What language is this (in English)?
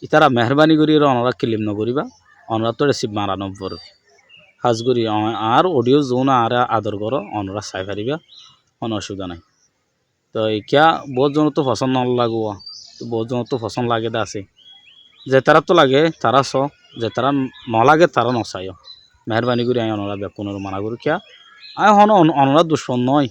Rohingya